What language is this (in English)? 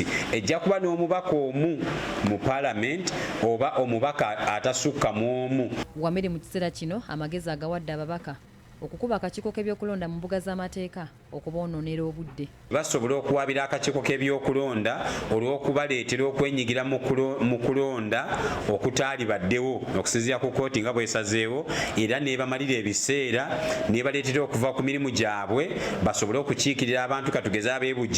Ganda